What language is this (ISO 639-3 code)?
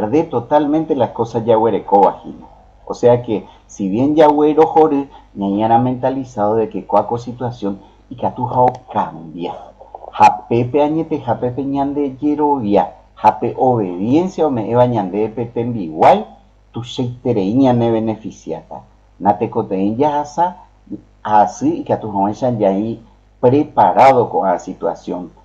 grn